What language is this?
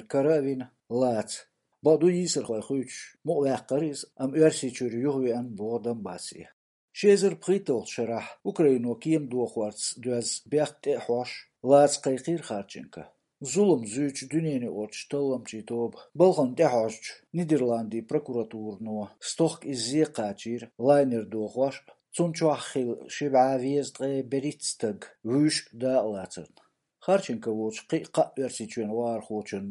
Chechen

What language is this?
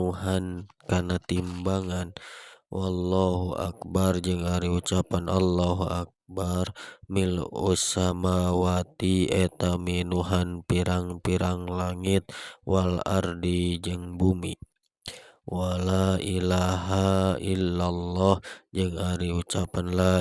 Sundanese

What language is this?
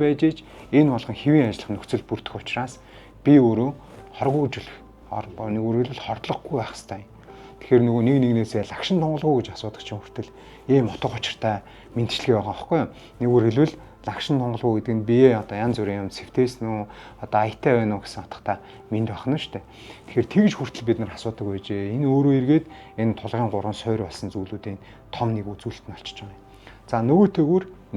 Mongolian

